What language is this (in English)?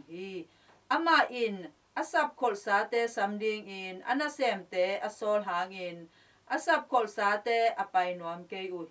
Tedim Chin